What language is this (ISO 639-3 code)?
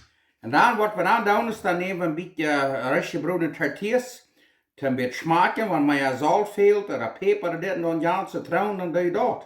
pdt